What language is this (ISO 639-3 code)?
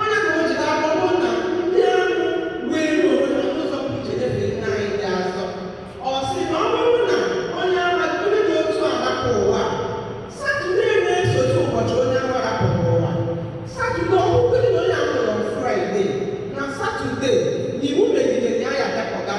ibo